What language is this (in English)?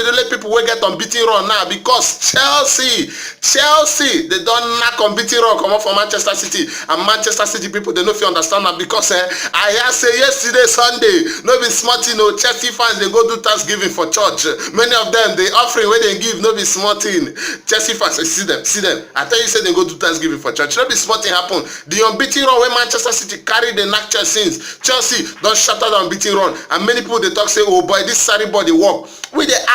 Nigerian Pidgin